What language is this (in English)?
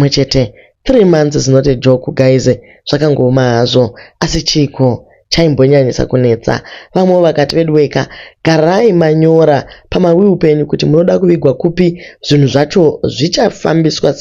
Shona